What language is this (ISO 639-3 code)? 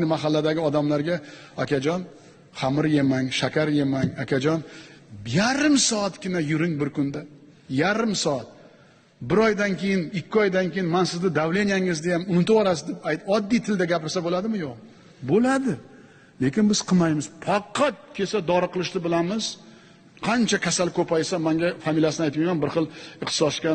uzb